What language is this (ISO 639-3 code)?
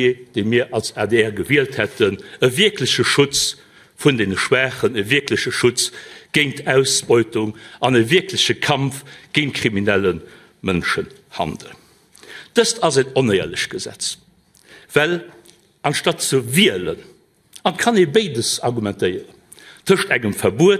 ltz